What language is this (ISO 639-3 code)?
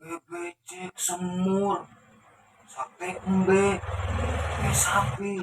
sun